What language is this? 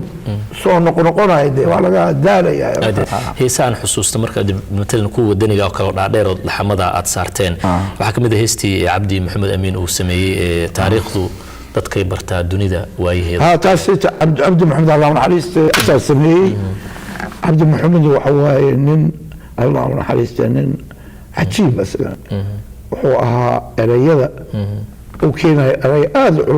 Somali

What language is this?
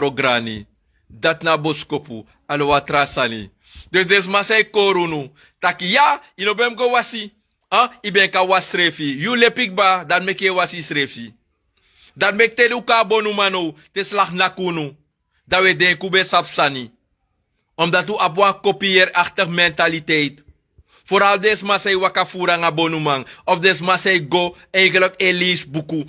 Sranan Tongo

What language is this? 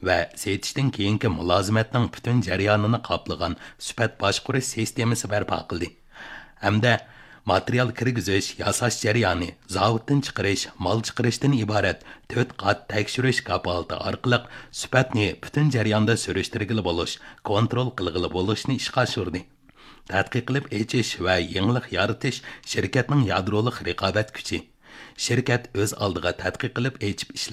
Uyghur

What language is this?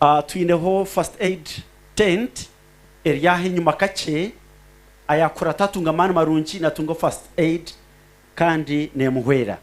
Nyankole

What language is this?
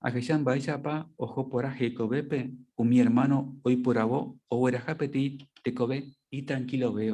Guarani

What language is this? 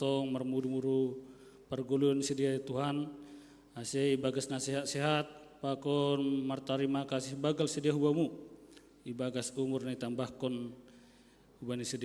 Batak Simalungun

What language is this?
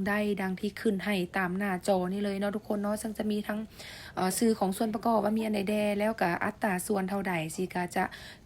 Lao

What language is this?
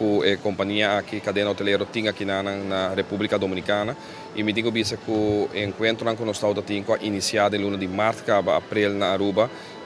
Papiamento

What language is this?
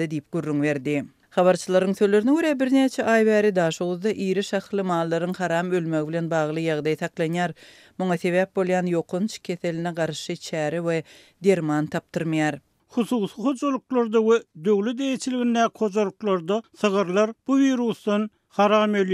Turkmen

